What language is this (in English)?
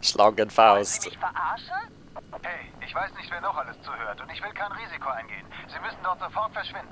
Swiss German